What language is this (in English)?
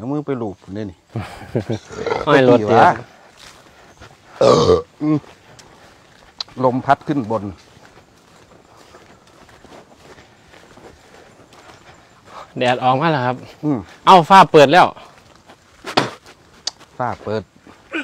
Thai